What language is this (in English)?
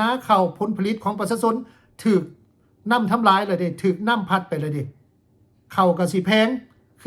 Lao